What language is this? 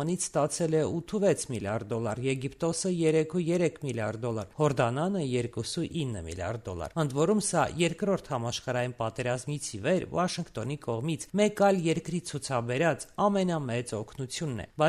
Armenian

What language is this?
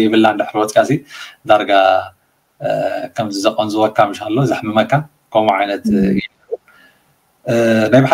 Tigrinya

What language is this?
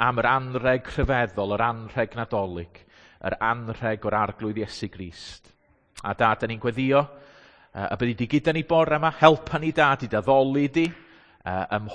Welsh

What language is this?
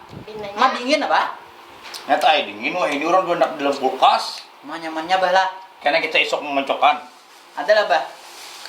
Banjar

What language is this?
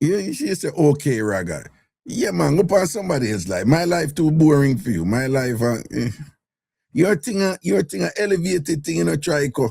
Jamaican Creole English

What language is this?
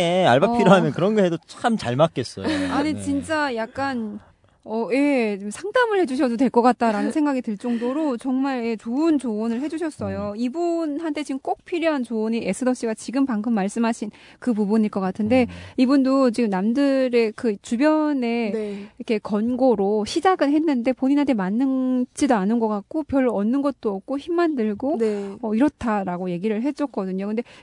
Korean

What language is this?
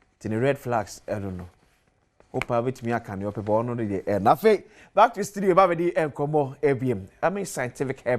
Akan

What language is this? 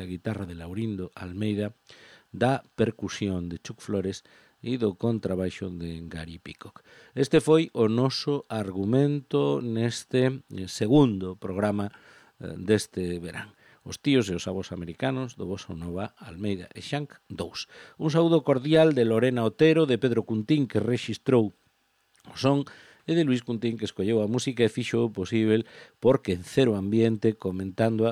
Galician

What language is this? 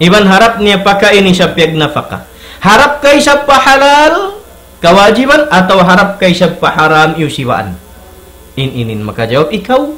Tausug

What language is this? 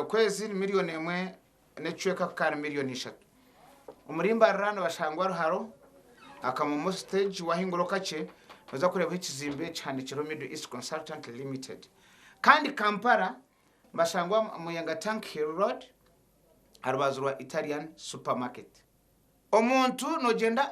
Nyankole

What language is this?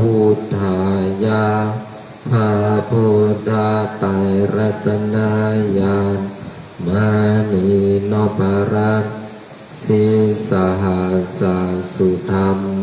Pali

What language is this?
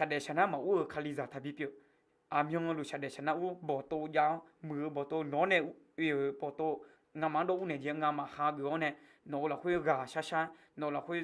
Akha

